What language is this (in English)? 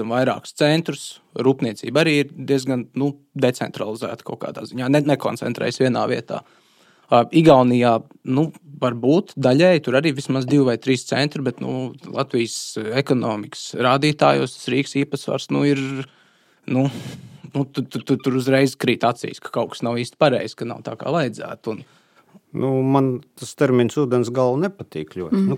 Latvian